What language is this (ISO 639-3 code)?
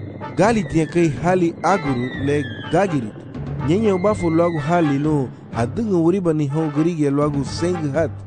cab